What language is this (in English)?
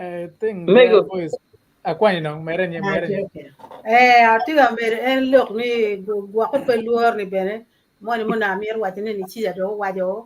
Acoli